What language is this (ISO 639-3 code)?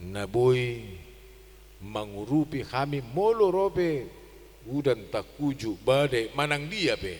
bbc